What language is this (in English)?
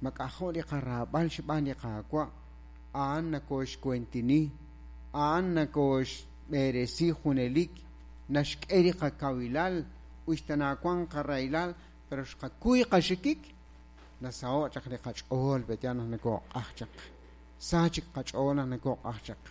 Kekchí